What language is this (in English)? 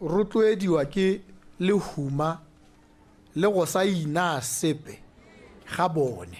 Tswana